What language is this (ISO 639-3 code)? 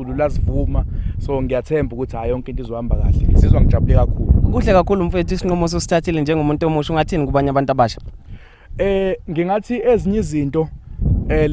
zul